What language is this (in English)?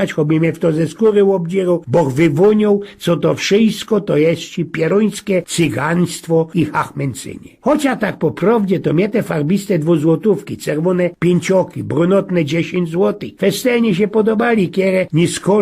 Silesian